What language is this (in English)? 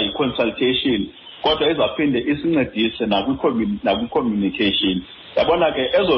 Xhosa